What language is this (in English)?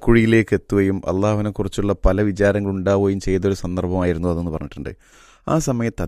Malayalam